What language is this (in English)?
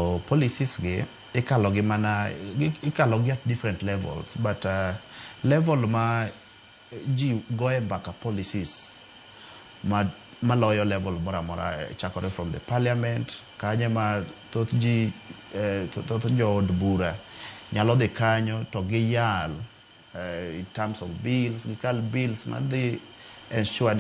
Luo (Kenya and Tanzania)